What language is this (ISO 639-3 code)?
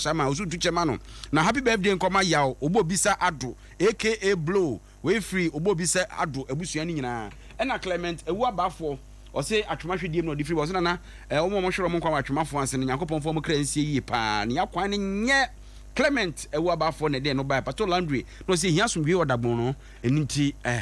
aka